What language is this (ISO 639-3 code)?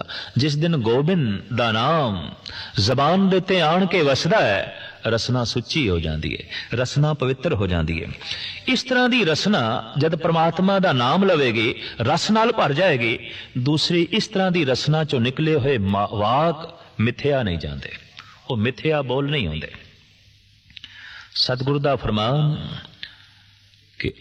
pan